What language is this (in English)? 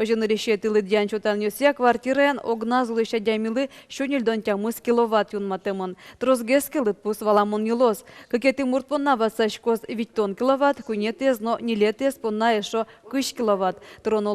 Udmurt